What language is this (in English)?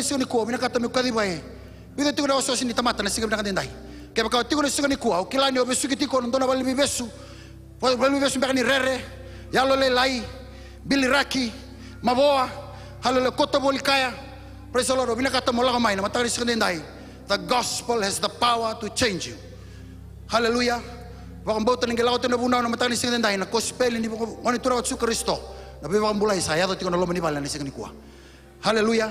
Fijian